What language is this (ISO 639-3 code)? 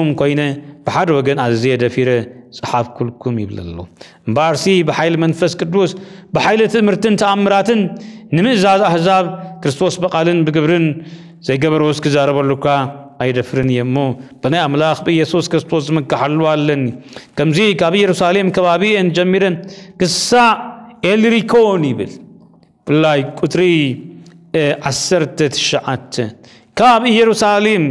tir